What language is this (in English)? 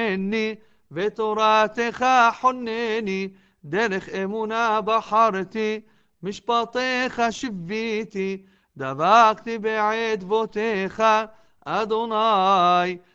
Hebrew